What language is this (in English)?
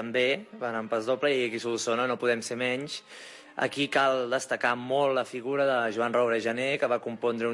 Catalan